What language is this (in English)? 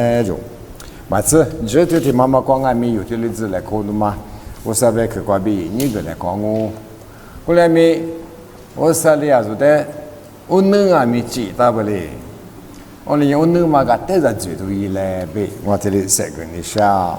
Lisu